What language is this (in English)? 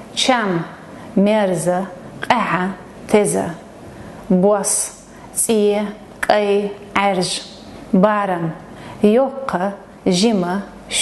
Chechen